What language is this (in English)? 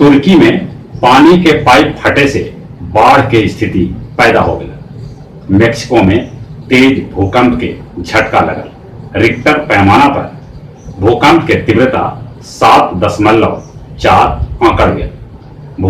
Magahi